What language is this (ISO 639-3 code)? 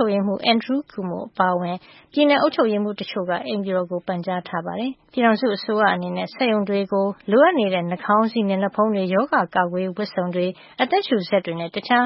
mya